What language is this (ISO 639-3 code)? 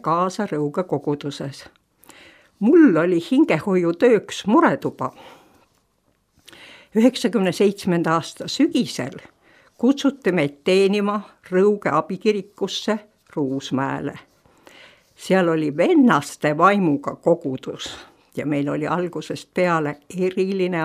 est